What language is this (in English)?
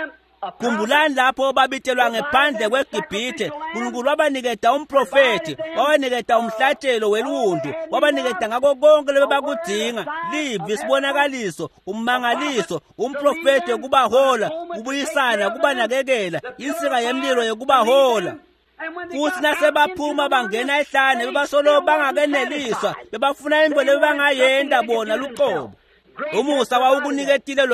Swati